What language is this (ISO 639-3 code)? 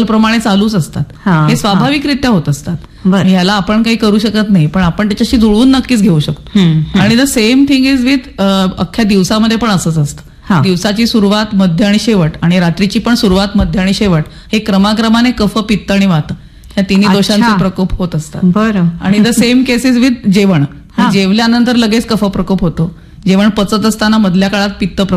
mar